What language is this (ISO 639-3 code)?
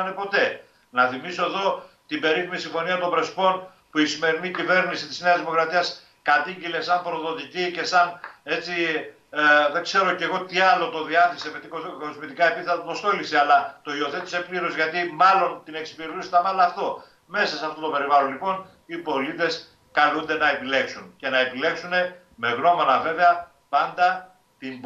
ell